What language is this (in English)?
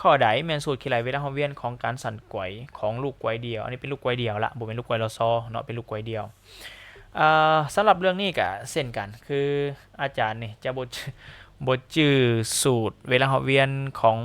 Lao